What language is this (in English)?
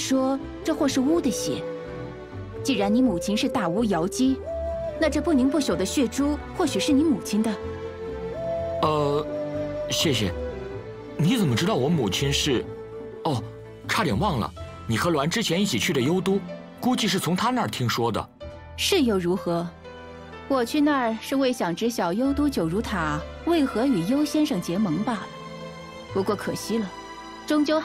Chinese